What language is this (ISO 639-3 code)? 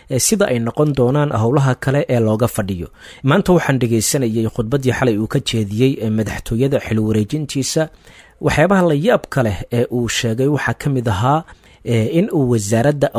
som